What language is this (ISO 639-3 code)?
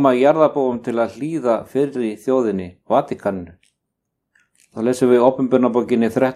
isl